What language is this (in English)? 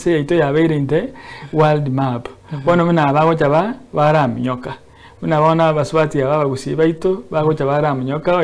Gusii